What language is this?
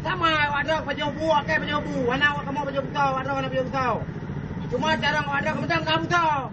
Achinese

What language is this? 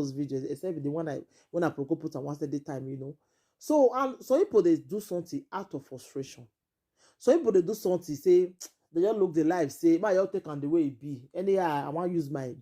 Nigerian Pidgin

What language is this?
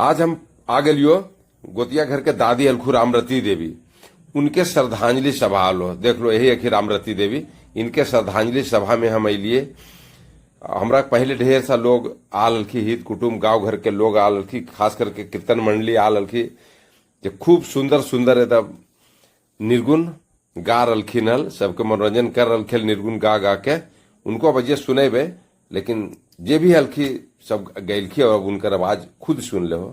Magahi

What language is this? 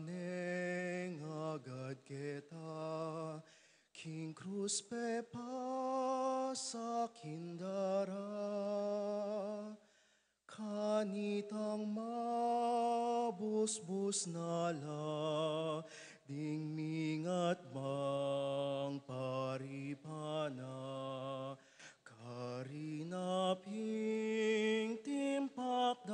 Pampanga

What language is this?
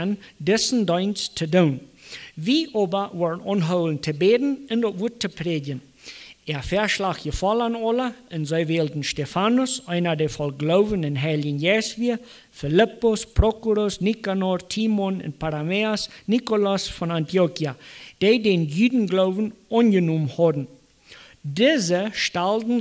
Plautdietsch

